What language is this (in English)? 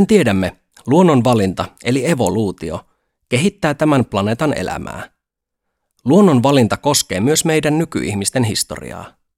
Finnish